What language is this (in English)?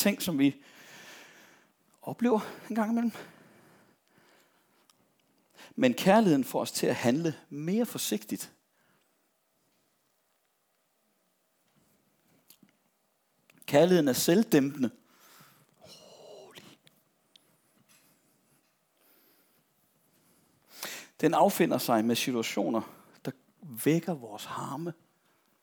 Danish